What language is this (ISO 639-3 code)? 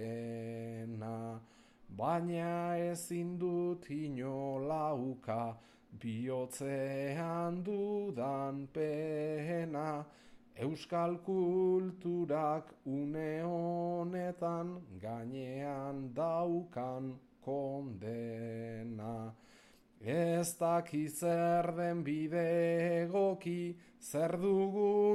eus